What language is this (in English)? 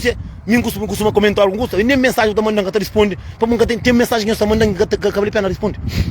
Kabuverdianu